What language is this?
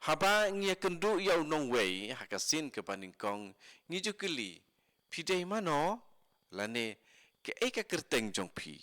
Khasi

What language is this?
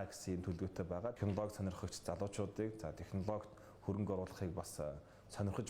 Mongolian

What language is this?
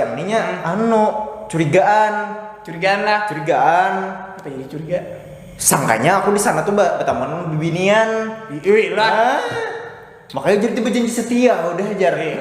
Banjar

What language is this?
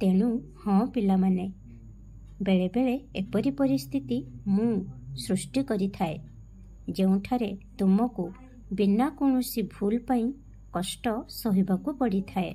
Odia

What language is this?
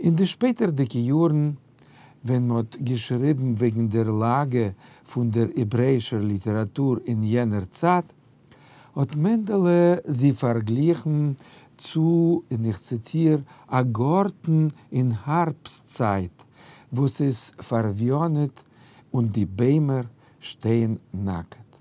Yiddish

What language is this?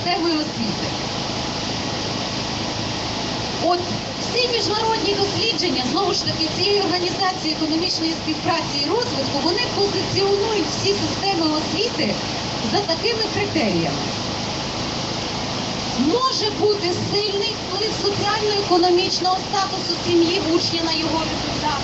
Ukrainian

